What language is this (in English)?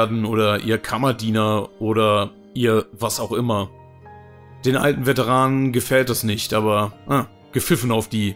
German